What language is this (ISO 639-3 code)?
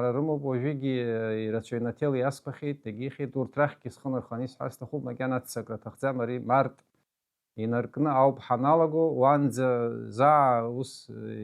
abk